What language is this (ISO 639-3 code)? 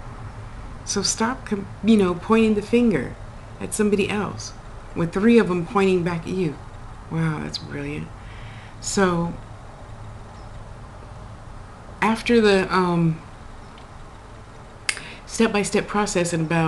eng